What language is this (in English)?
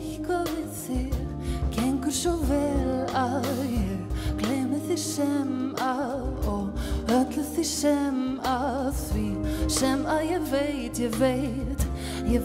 Icelandic